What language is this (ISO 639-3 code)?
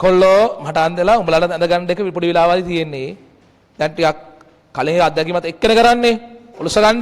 sin